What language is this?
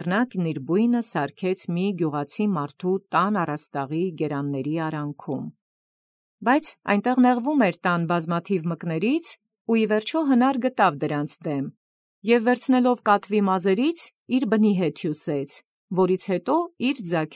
Armenian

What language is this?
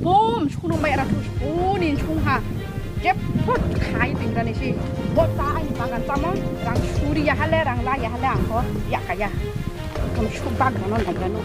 Riang (India)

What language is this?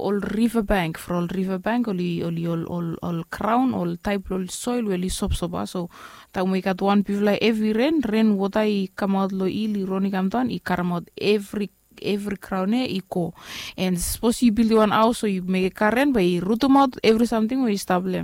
Bislama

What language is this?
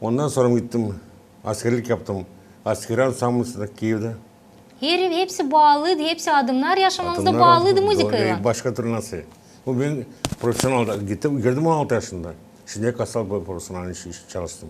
Gagauz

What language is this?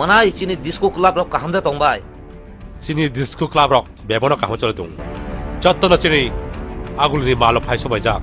Kok Borok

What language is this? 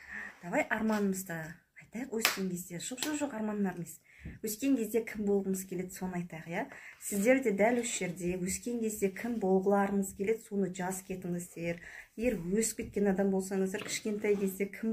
Kazakh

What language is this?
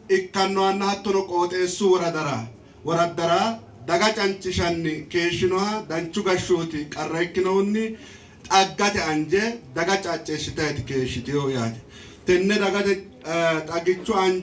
Sidamo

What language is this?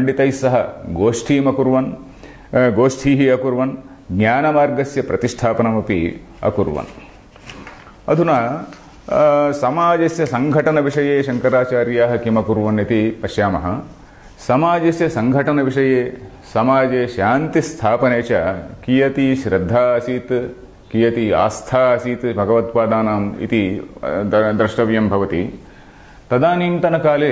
Sanskrit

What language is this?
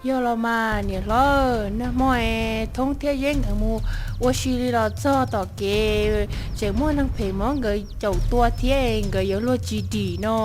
Hmong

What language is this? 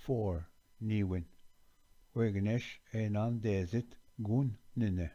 Ojibwa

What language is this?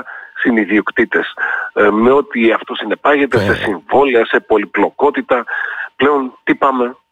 Greek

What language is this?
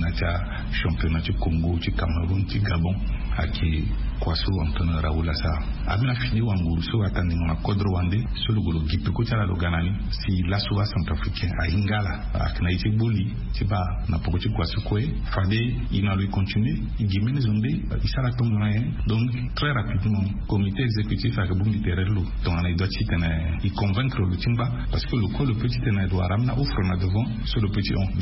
Sango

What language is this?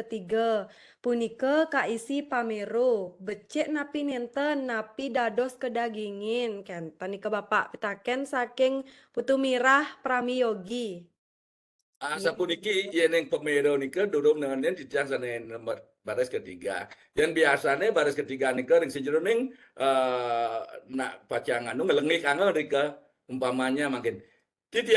Balinese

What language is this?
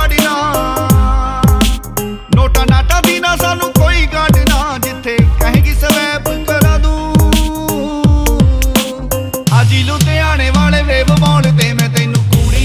Punjabi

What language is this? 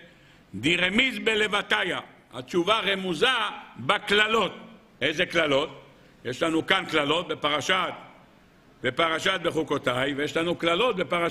Hebrew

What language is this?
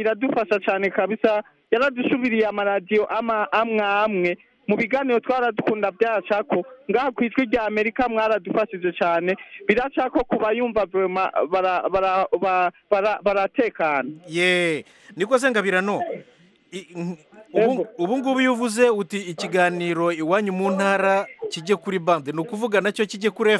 Rundi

